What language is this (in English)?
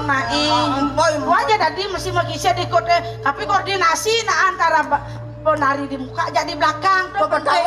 Balinese